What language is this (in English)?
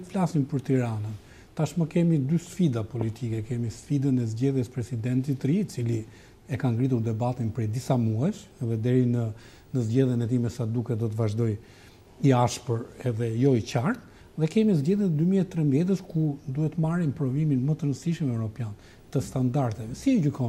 Albanian